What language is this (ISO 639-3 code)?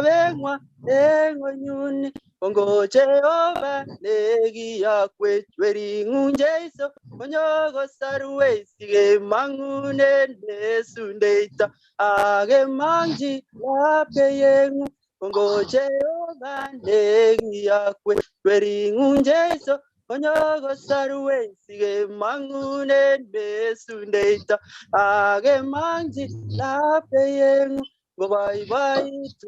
kln